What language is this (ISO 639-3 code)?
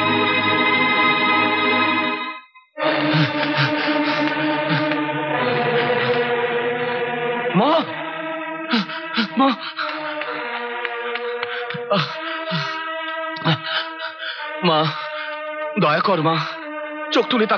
ben